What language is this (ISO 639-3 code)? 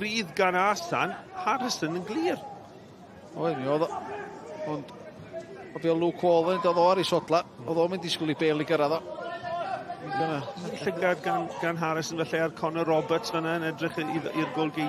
cym